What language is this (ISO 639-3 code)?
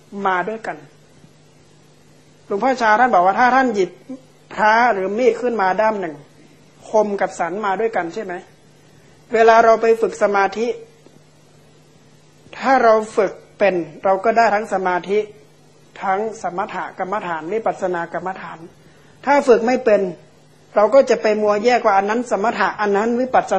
tha